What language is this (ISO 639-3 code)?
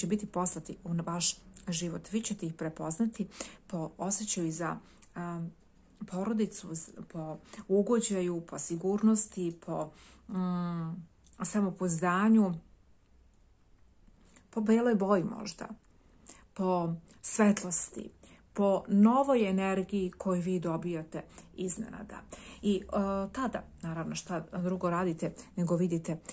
srp